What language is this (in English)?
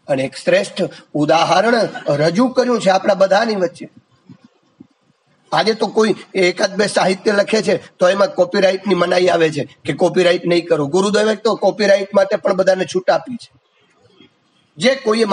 Gujarati